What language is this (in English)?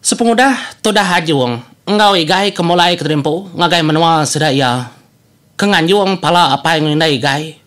Iban